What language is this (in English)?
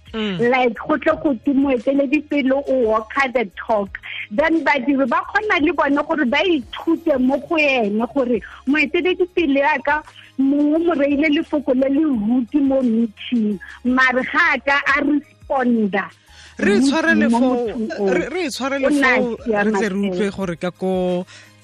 Tswana